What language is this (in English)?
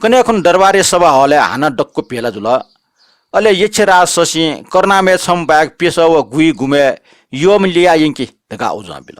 Newari